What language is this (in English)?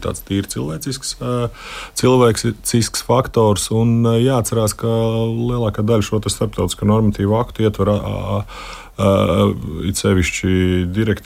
Latvian